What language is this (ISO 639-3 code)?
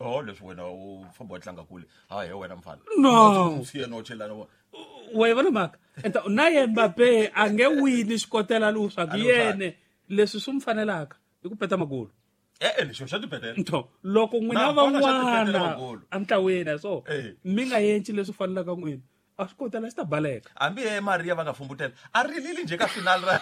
tso